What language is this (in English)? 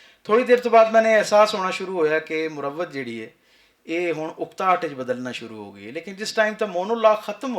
Western Panjabi